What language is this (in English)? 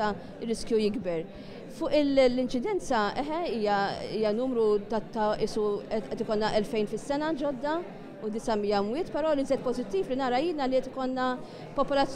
Maltese